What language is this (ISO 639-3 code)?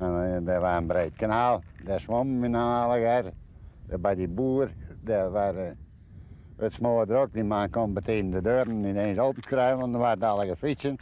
fry